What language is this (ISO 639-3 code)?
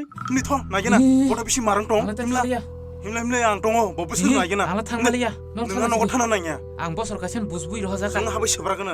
trp